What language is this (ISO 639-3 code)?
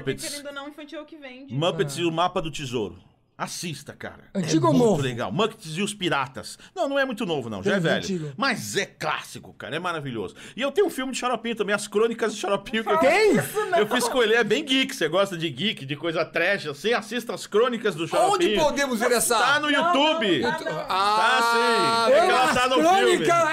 por